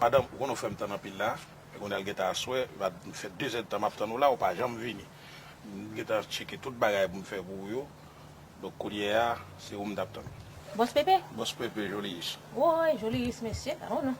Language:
Haitian Creole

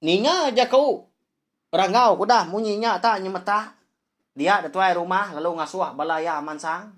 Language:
Iban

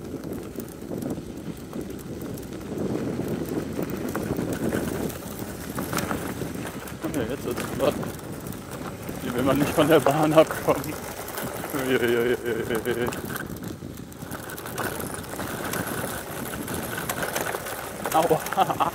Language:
German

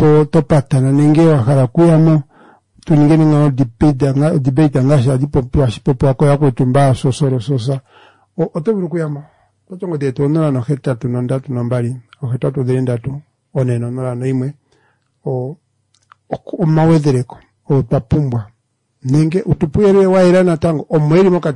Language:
Kuanyama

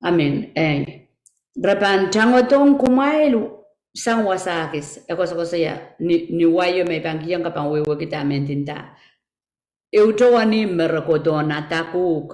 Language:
Pohnpeian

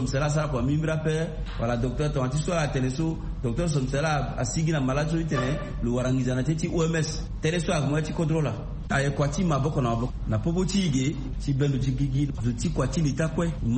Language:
Sango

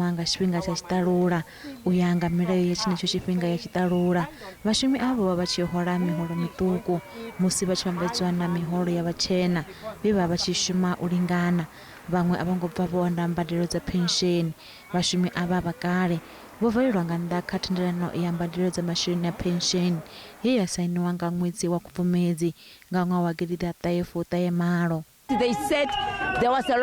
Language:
Venda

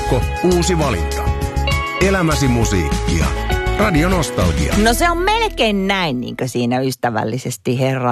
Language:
Finnish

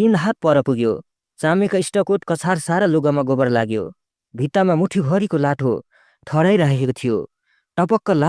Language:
Nepali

